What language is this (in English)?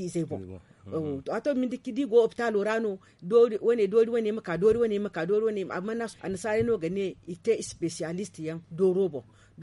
Zarma